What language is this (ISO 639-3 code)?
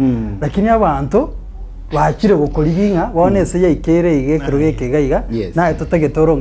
guz